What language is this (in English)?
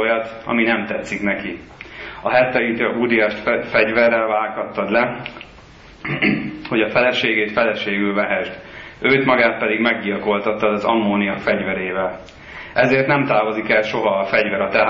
Hungarian